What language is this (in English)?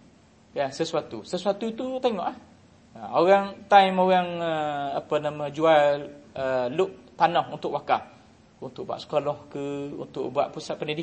Malay